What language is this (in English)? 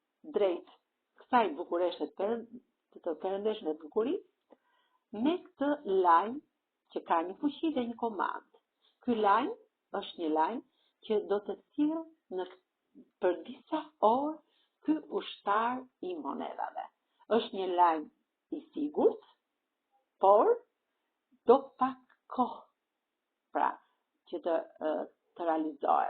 Albanian